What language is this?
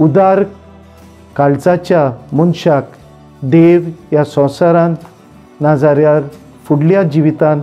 Konkani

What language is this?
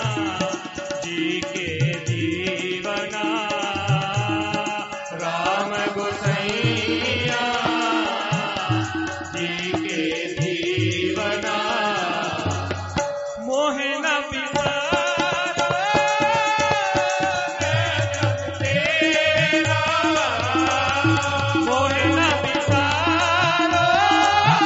Punjabi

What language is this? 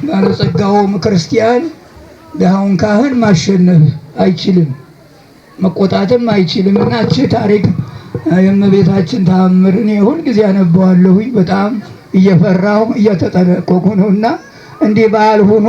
Amharic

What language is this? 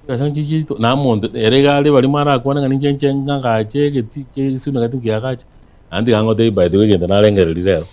Gusii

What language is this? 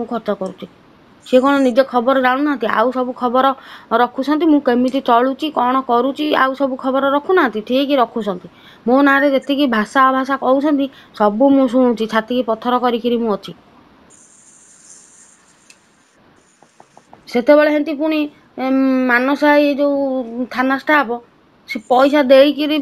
Odia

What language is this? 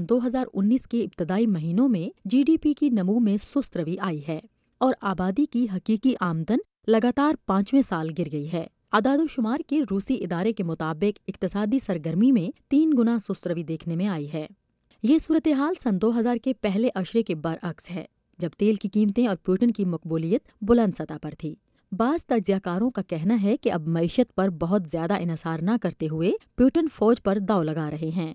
Urdu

